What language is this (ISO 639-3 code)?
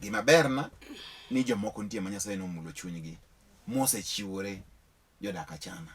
luo